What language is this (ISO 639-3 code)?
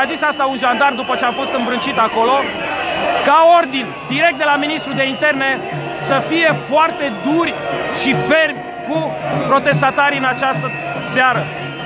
ron